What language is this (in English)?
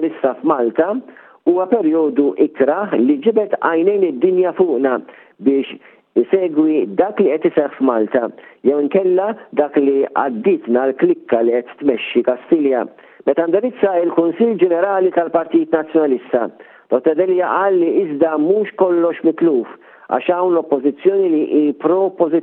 Maltese